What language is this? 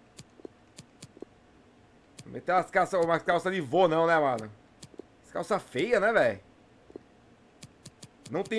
Portuguese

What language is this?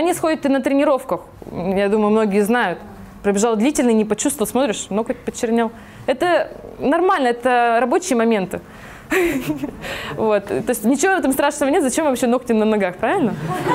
Russian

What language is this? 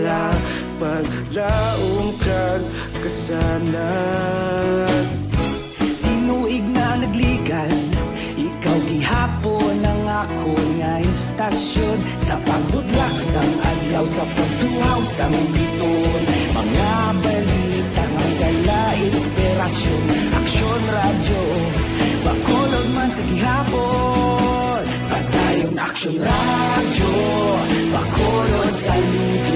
Hiligaynon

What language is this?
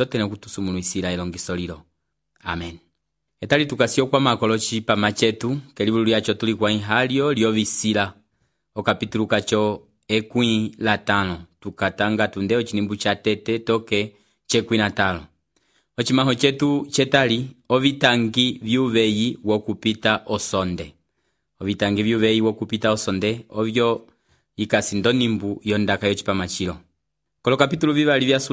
Umbundu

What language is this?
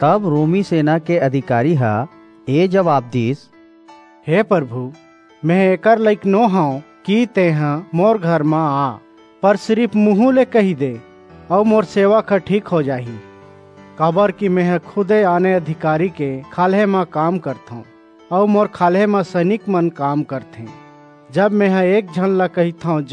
Chhattisgarhi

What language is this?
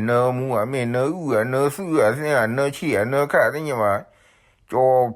S'gaw Karen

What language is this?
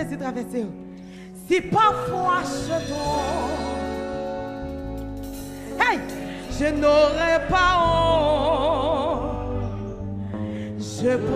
French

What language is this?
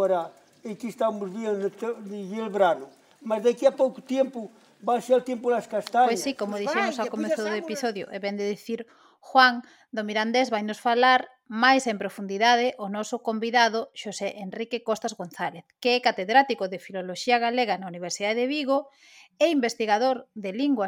Galician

